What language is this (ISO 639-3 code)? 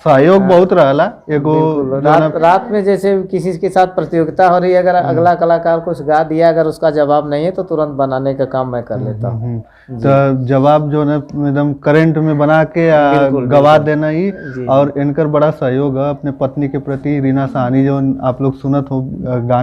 bho